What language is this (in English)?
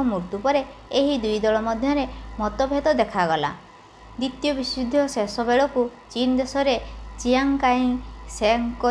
Odia